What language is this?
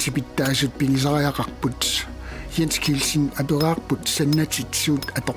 Kalaallisut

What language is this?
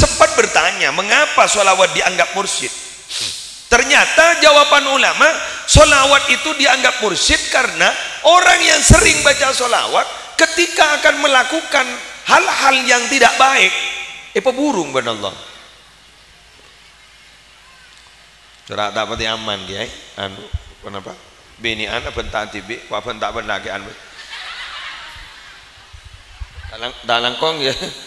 Madurese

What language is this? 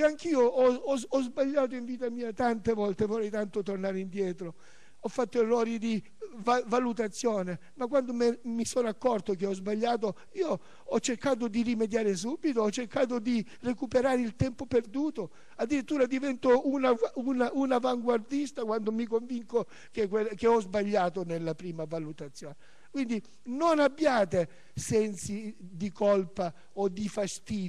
Italian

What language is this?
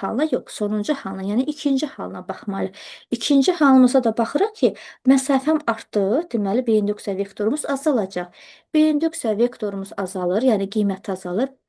Azerbaijani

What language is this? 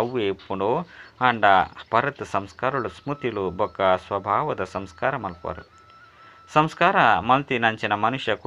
Tulu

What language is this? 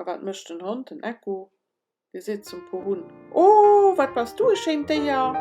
Luxembourgish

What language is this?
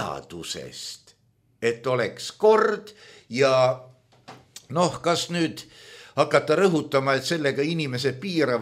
Estonian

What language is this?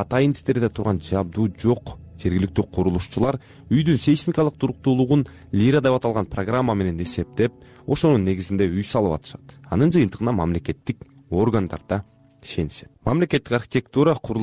Kyrgyz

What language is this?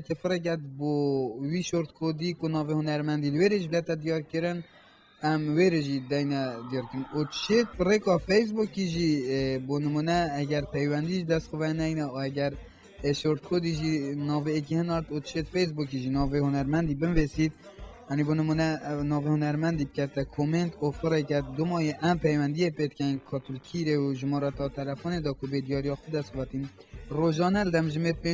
Kurdish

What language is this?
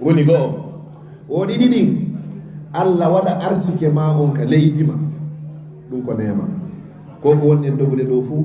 Fula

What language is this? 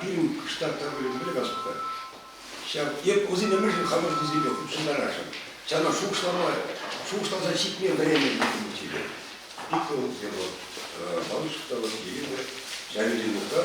Chuvash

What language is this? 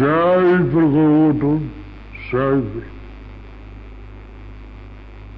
Dutch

